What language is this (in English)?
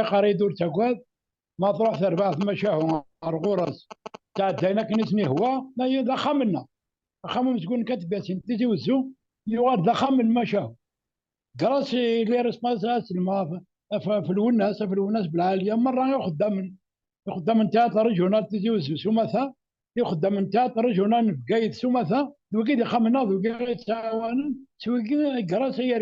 Kabyle